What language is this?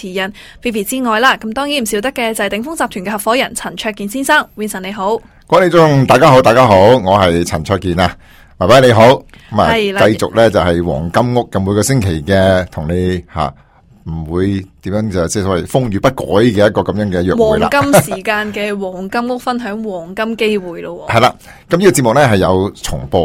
Cantonese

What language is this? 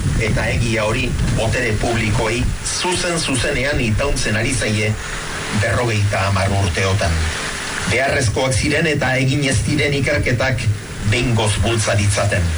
Basque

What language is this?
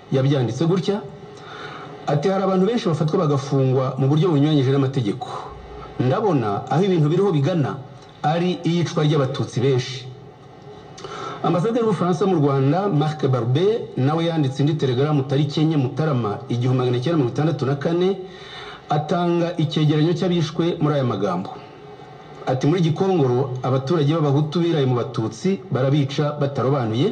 Kinyarwanda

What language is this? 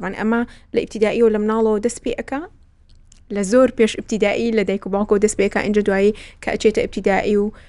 Central Kurdish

